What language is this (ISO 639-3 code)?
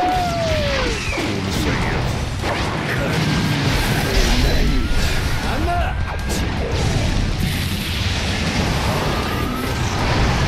jpn